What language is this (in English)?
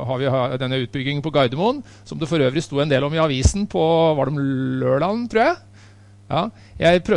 Norwegian